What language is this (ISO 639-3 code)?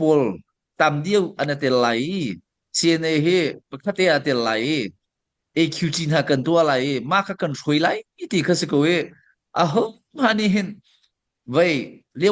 cnh